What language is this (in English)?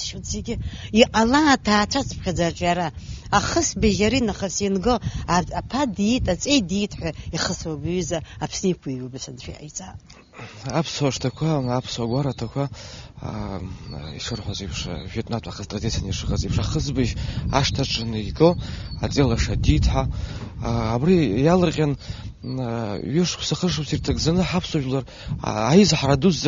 Abkhazian